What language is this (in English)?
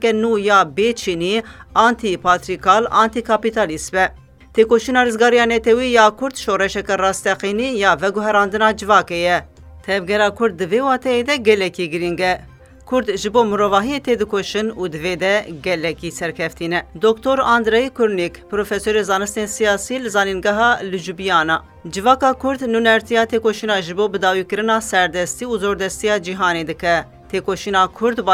Kurdish